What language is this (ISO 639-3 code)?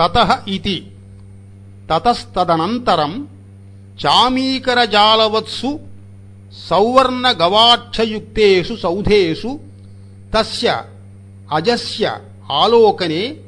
san